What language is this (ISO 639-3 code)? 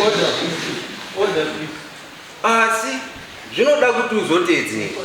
sna